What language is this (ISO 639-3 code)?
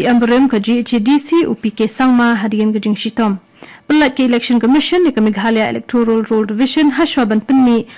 kha